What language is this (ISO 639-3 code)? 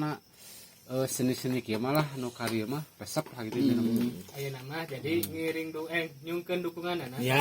sun